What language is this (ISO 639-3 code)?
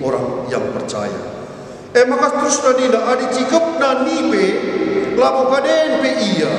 btx